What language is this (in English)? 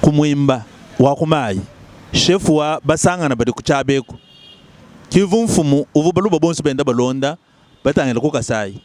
Luba-Lulua